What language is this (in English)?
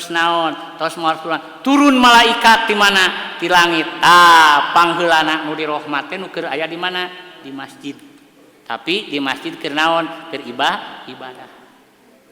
Sundanese